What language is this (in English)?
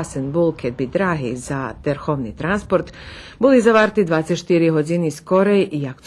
Rusyn